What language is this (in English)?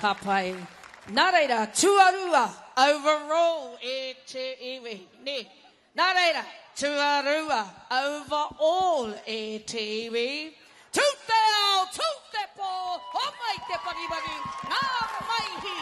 Māori